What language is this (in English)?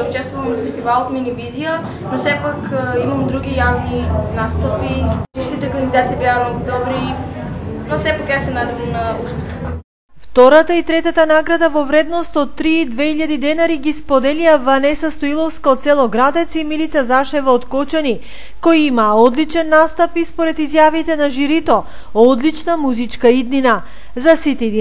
Macedonian